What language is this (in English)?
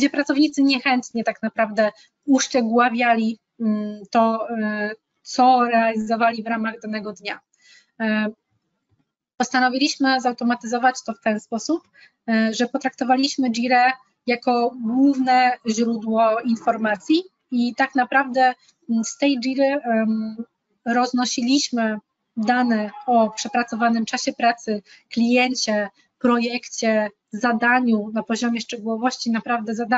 Polish